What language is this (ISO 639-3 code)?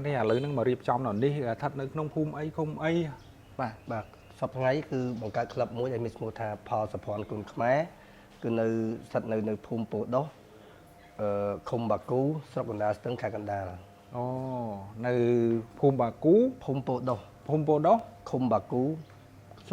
khm